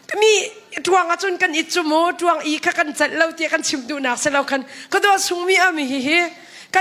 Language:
Hakha Chin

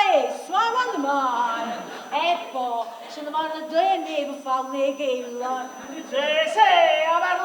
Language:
Neapolitan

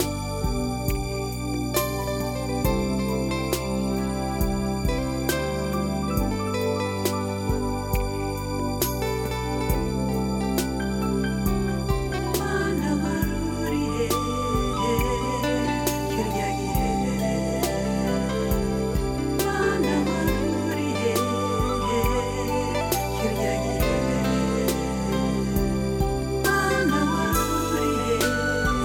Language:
Kinyarwanda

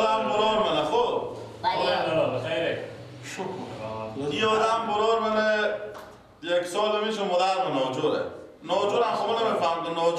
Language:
Persian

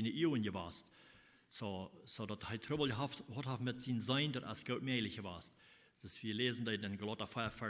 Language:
Plautdietsch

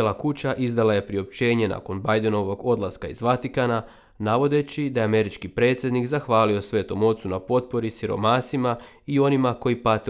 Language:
Croatian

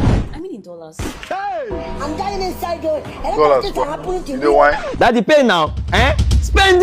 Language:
Nigerian Pidgin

